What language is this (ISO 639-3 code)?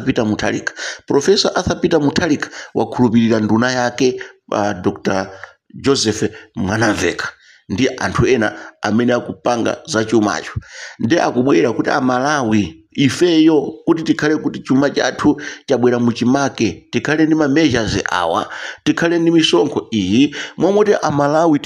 nya